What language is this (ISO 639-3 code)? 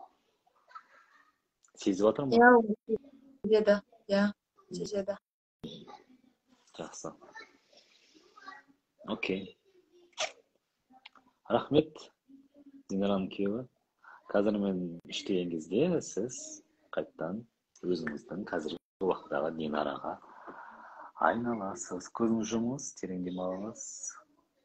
kaz